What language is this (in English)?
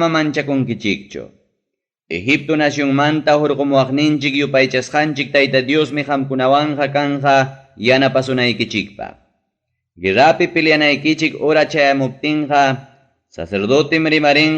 Ayacucho Quechua